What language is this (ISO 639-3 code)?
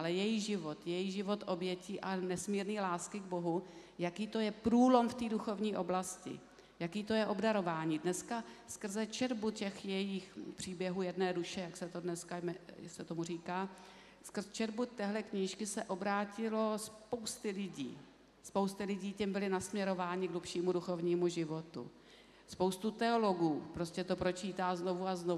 ces